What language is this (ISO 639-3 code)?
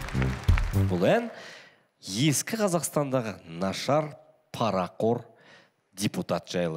kaz